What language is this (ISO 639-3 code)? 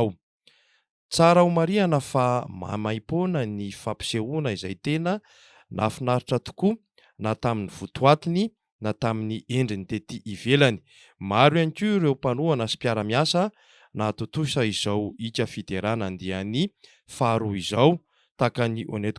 mlg